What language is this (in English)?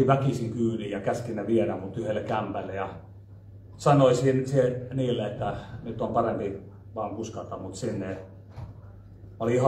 Finnish